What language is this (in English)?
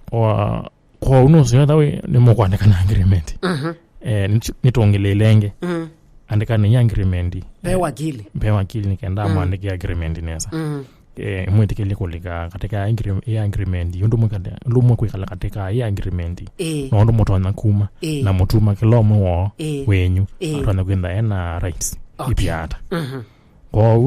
Kamba